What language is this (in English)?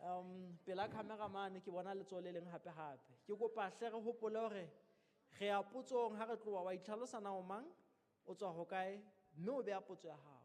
Southern Sotho